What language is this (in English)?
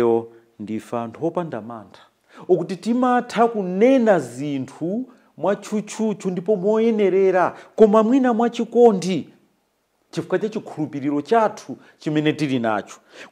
Nyanja